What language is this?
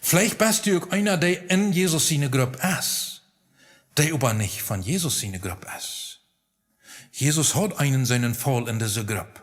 Plautdietsch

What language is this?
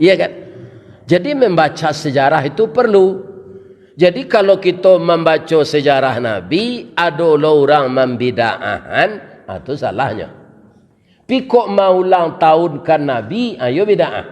Minangkabau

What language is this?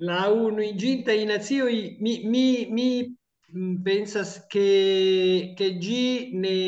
Esperanto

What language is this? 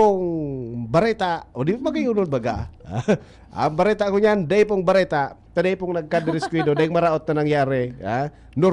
Bikol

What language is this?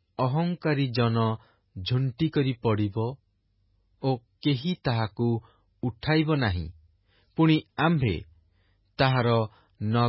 Odia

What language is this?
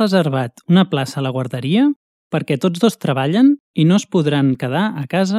Catalan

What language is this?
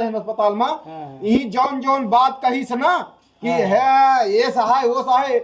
Awadhi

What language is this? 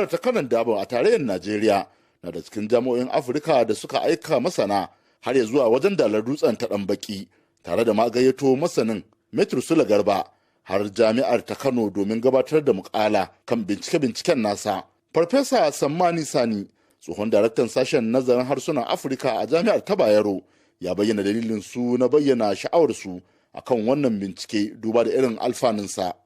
Hausa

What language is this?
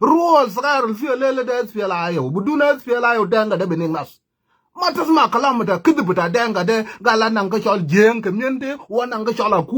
Nuer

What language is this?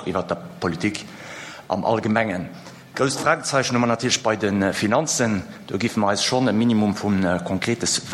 Luxembourgish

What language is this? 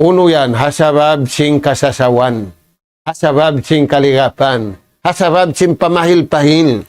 Tausug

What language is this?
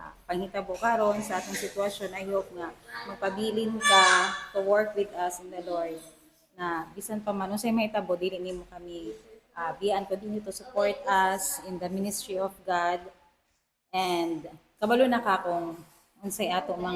Cebuano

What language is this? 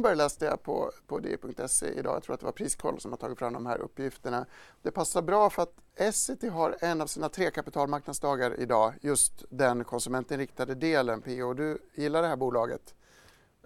Swedish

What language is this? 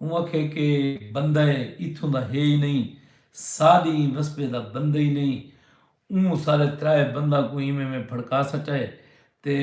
Saraiki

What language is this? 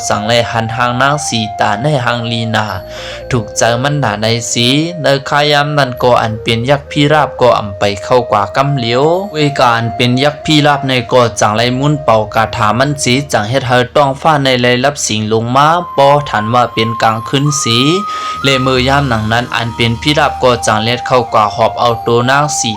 Lao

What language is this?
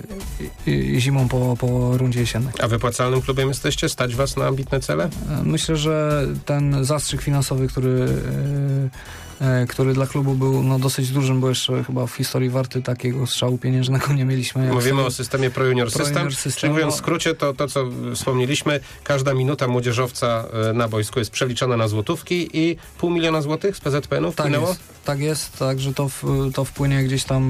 Polish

